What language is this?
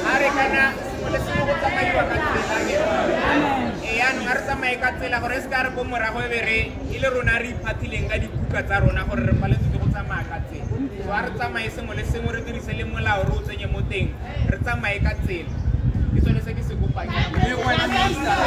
Tswana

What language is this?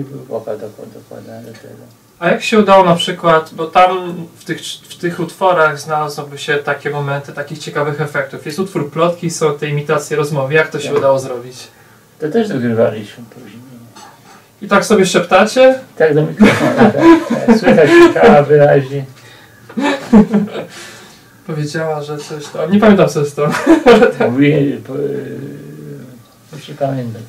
Polish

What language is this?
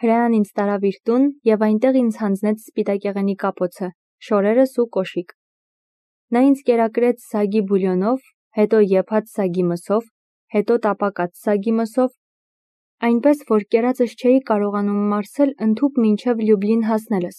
Armenian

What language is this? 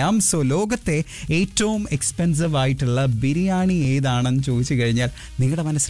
Malayalam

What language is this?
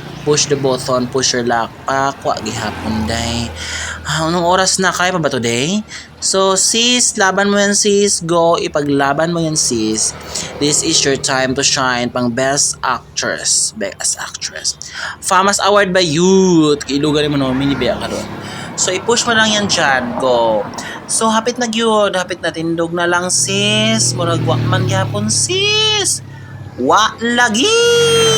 Cebuano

